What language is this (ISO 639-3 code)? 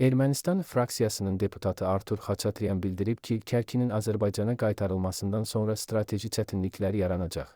aze